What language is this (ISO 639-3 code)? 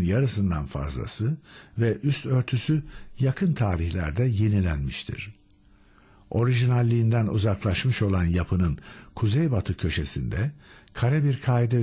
tur